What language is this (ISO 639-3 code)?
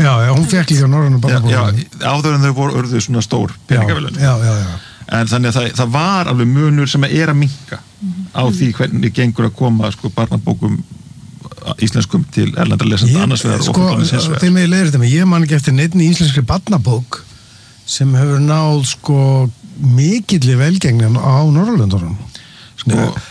isl